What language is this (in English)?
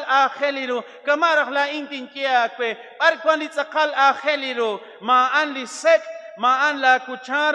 Kekchí